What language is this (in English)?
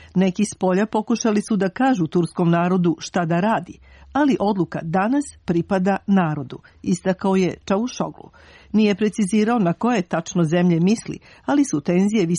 Serbian